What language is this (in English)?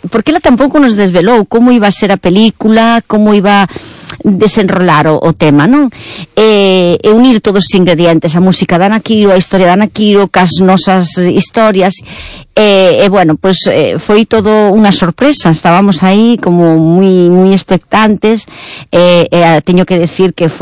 Galician